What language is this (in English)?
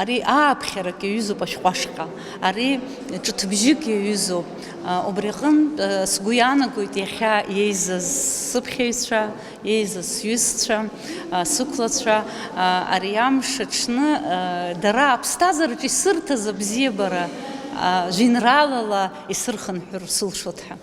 Abkhazian